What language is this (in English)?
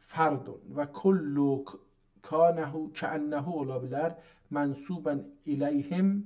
South Azerbaijani